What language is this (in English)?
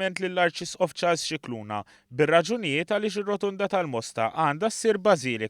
Maltese